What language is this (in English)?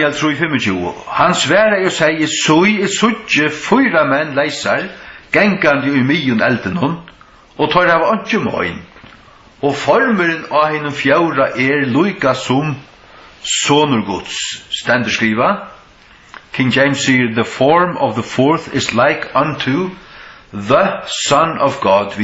Faroese